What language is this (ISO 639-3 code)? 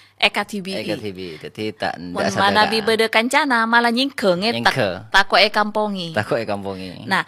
mad